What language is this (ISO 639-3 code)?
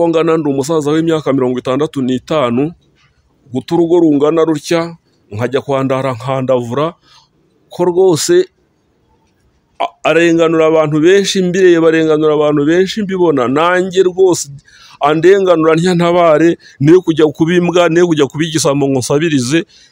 kin